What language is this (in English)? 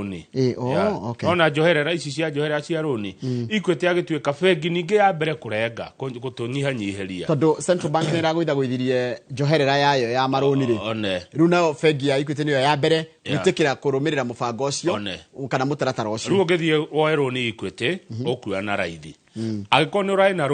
Kikuyu